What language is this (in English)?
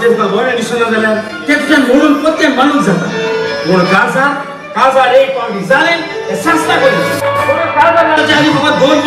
Konkani